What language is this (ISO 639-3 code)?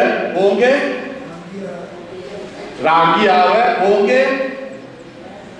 swa